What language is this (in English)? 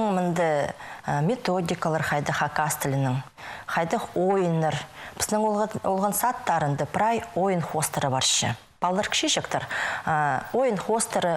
Khakas